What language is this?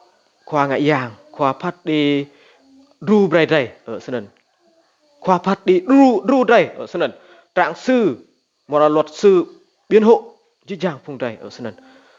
Rade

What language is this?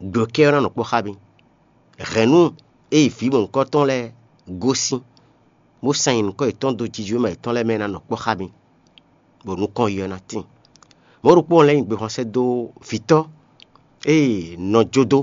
Fon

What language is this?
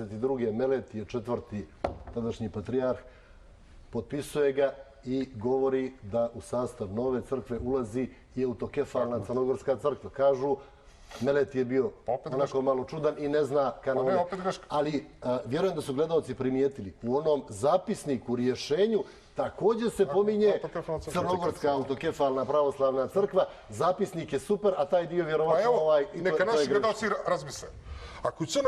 Bosnian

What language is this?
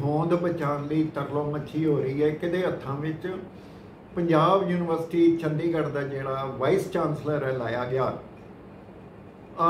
Punjabi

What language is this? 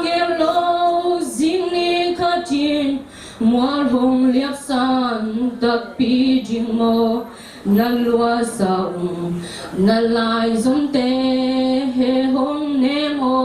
Tedim Chin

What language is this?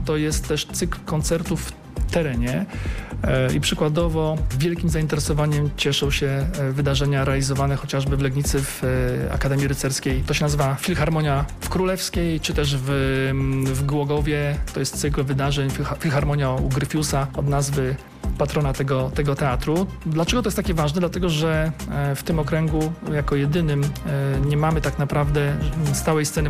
Polish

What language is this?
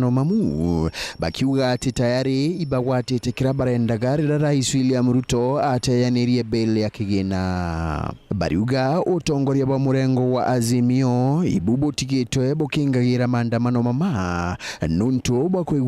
Meru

